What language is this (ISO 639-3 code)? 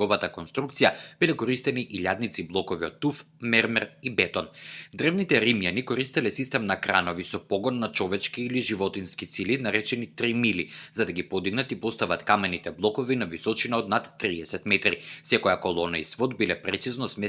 mkd